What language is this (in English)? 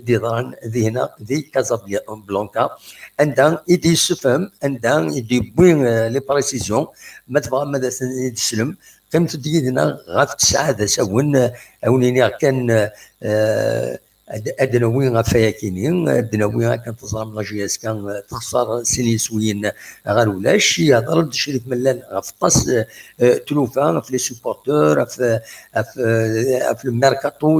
Kabyle